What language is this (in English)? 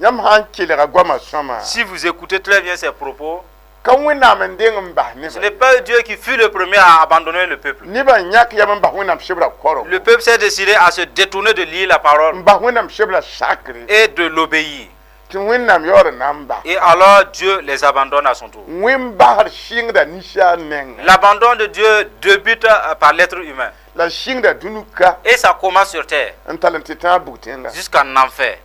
Mossi